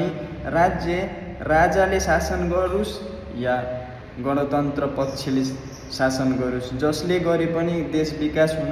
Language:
Nepali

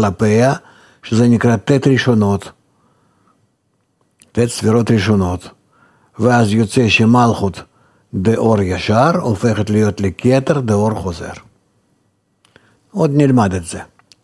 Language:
Hebrew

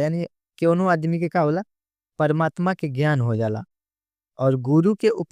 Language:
Bhojpuri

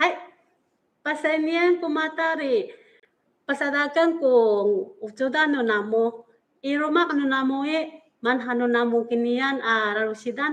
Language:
Amis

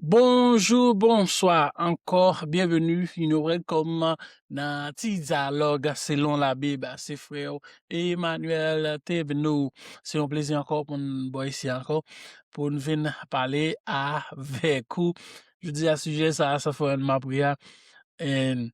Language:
Haitian Creole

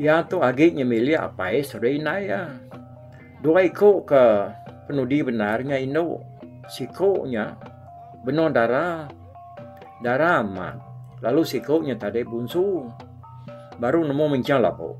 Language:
Iban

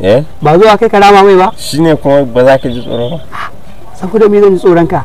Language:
Hausa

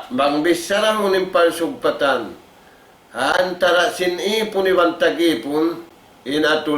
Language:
Tausug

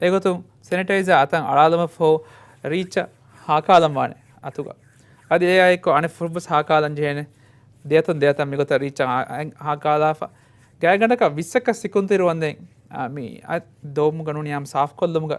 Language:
Divehi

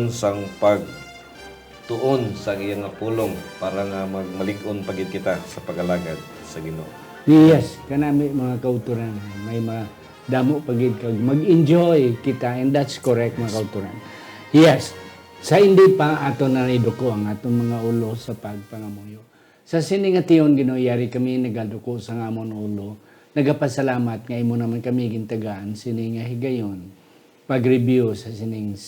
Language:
Hiligaynon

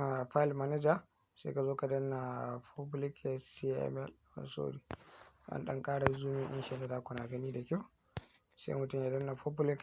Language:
Hausa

